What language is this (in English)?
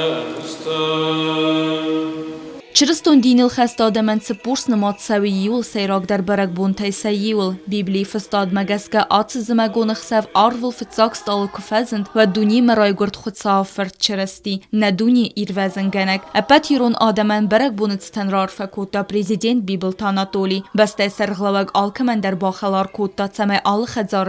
Ossetic